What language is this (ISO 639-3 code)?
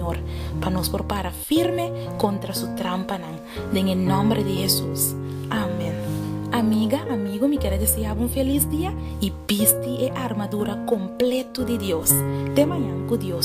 pap